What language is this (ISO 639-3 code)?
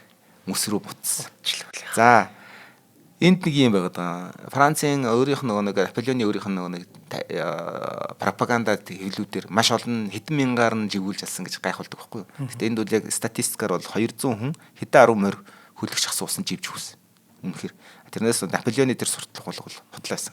mon